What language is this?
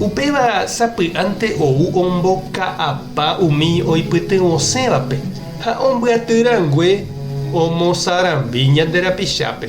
Guarani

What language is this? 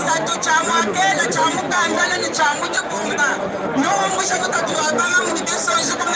Luba-Lulua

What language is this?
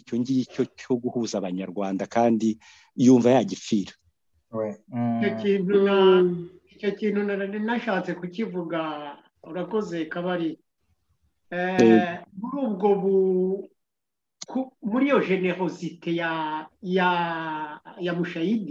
Kinyarwanda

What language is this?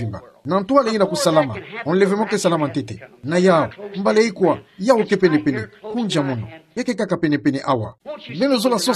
Kituba (Democratic Republic of Congo)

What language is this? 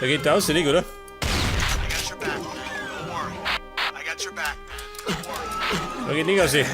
Bavarian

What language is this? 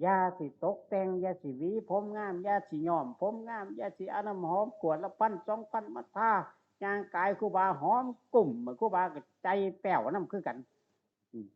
Northeastern Thai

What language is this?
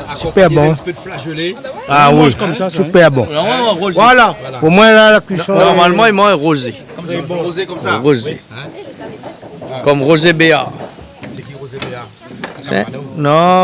Réunion Creole French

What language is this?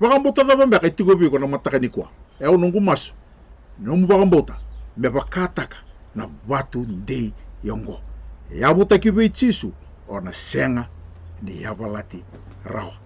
Fijian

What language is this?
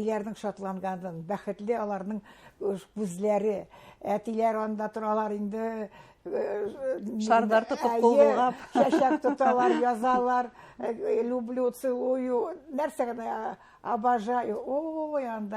Bashkir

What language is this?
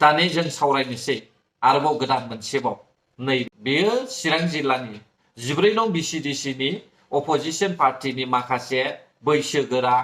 Bodo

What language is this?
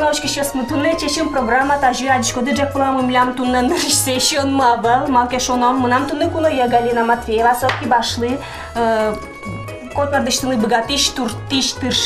Udmurt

